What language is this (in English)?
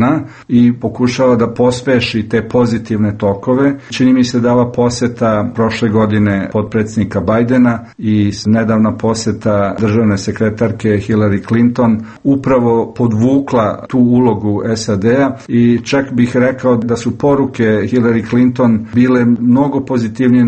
Serbian